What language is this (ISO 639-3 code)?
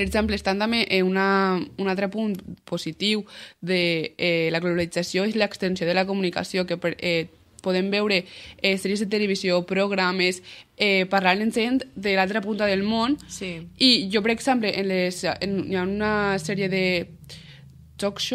cat